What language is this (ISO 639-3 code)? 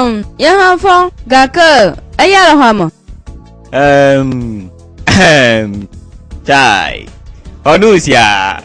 gej